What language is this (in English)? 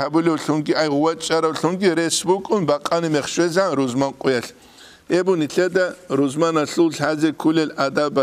Avaric